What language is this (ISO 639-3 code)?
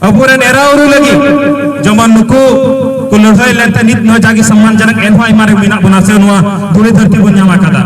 sat